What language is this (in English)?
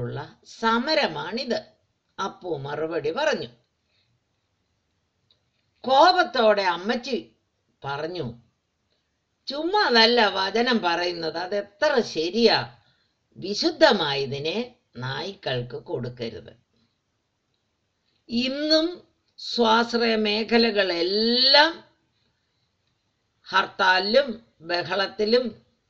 Malayalam